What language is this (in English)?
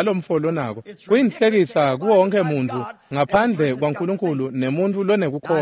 Swati